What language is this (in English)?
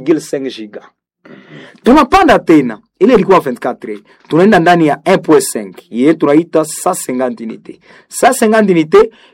Swahili